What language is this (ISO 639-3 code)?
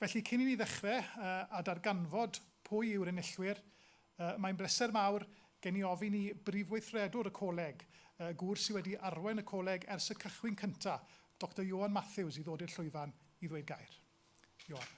cym